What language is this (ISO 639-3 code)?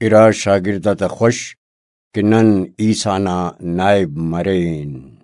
brh